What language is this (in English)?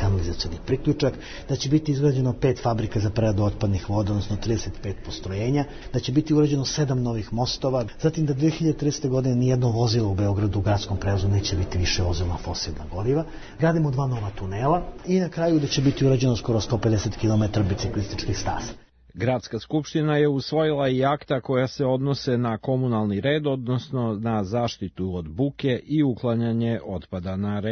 Serbian